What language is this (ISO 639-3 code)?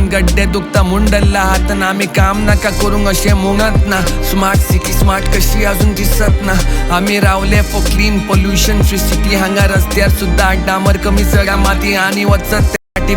kok